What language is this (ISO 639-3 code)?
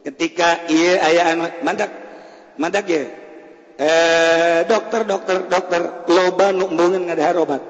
sun